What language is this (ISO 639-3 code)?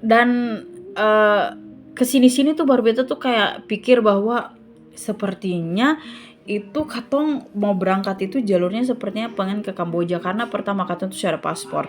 abs